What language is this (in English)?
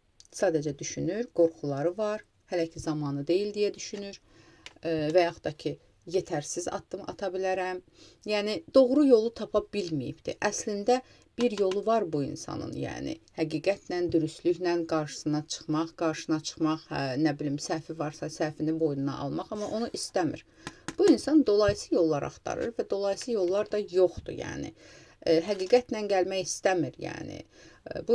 Azerbaijani